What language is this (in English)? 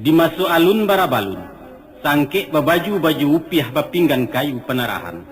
Minangkabau